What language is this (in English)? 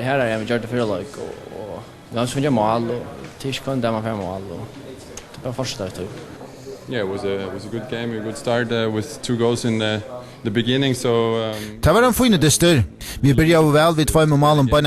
Faroese